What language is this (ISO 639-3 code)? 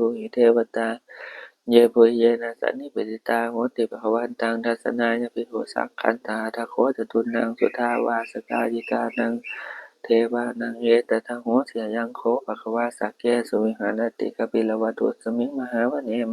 pli